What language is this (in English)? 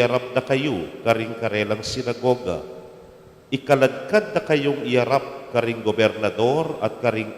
Pampanga